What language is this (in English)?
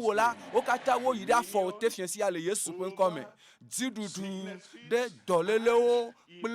Ewe